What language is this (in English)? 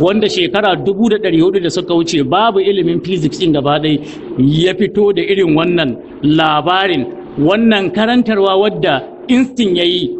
Hausa